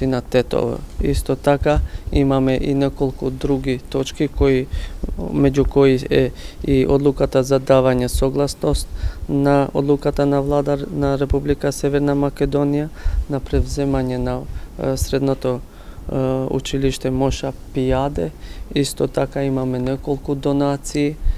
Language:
Macedonian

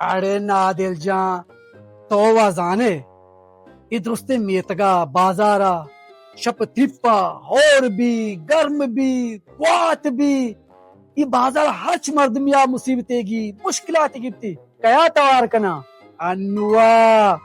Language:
Baluchi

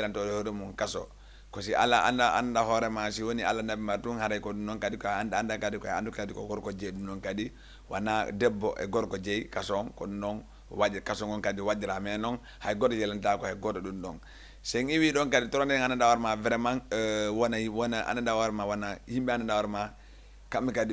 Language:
Fula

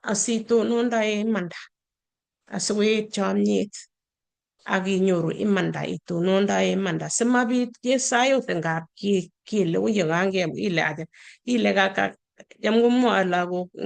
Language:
Kalenjin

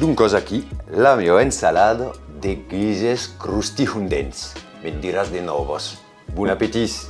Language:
Occitan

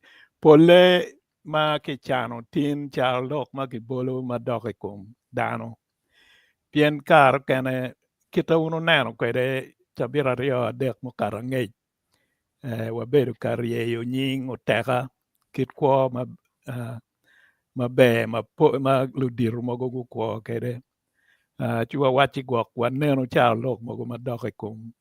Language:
Acoli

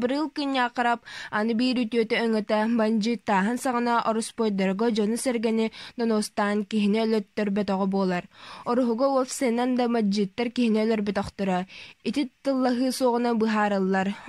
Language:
Yakut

